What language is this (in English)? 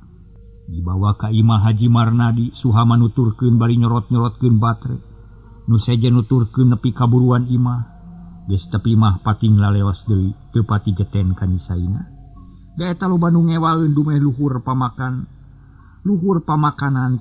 Sundanese